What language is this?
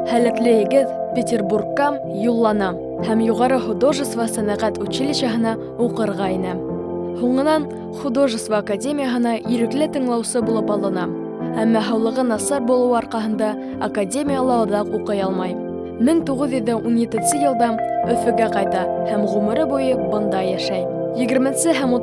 Bashkir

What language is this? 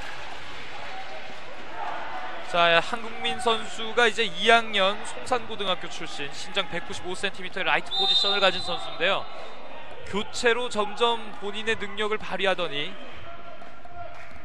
Korean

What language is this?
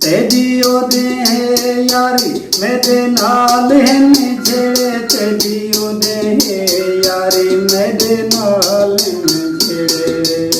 Saraiki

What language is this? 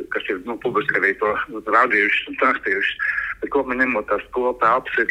Latvian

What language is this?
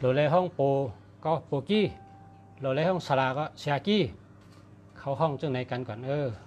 Shan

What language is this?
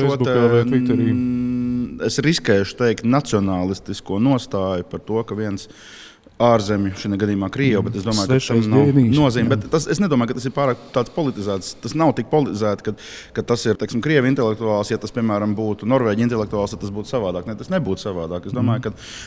Latvian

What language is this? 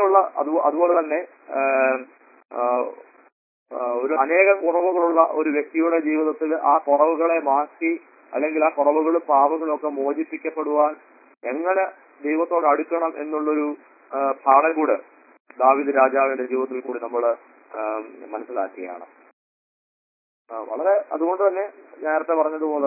Malayalam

